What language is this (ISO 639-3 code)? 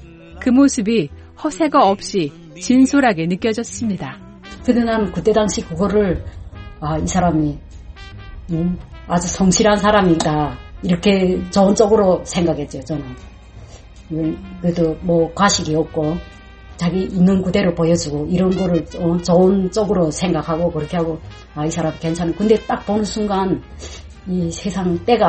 kor